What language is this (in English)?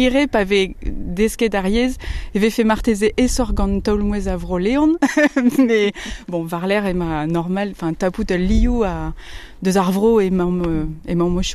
Breton